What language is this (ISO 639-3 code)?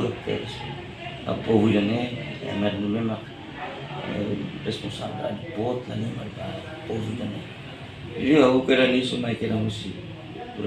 tet